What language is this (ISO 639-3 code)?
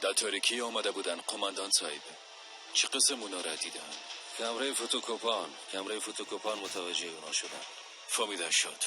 fas